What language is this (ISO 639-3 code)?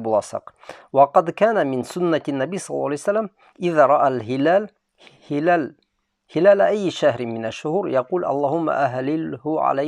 bak